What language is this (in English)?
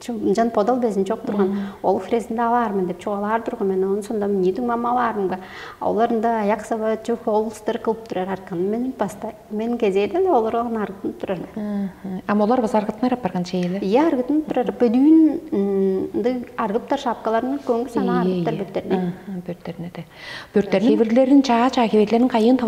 Tuvinian